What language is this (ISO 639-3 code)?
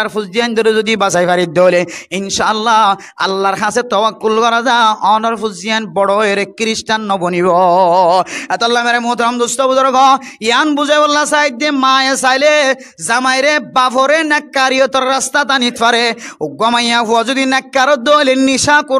rhg